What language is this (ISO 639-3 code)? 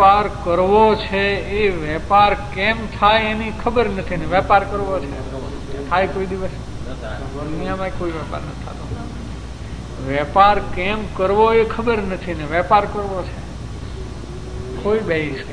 guj